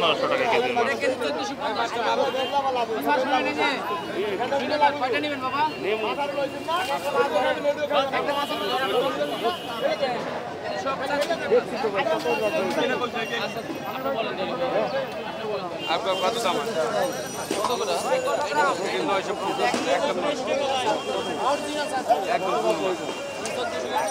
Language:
Bangla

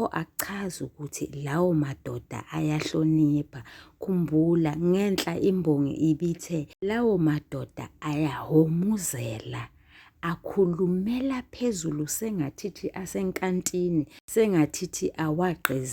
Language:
Zulu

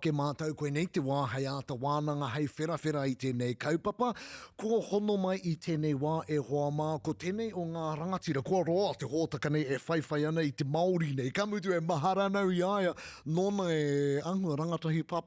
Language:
Māori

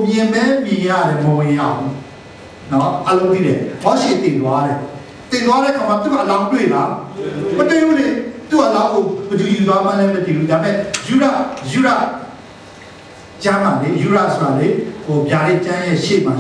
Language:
Burmese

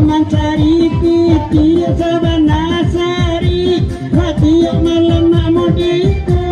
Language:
Minangkabau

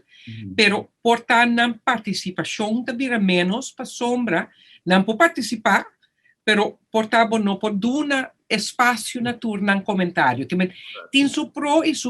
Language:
Papiamento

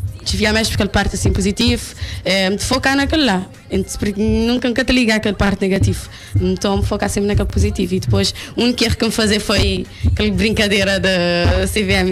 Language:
Kabuverdianu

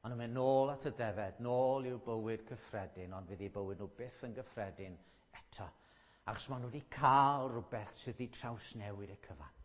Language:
Welsh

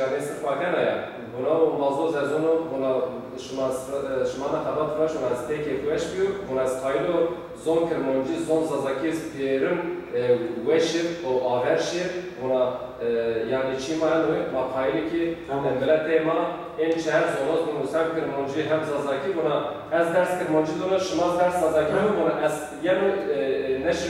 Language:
Zaza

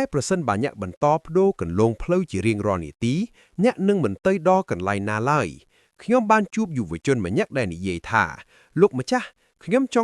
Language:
Khmer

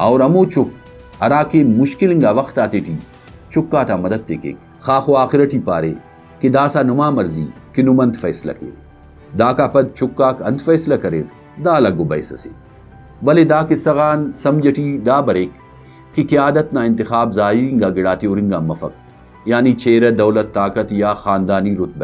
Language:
Brahui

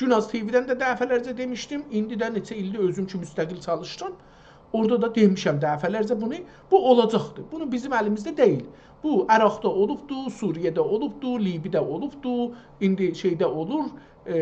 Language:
South Azerbaijani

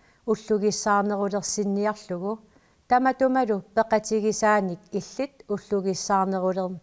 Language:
Kalaallisut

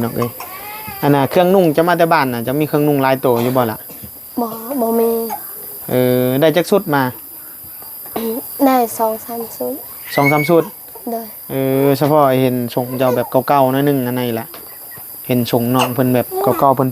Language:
Northeastern Thai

